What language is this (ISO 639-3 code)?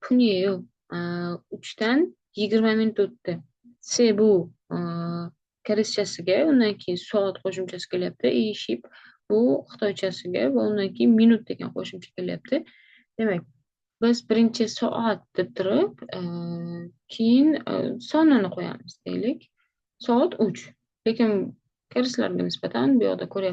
uzb